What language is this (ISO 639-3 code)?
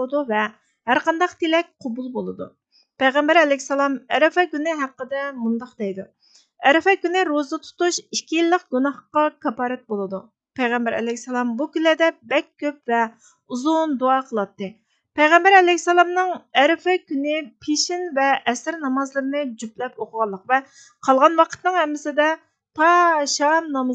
uig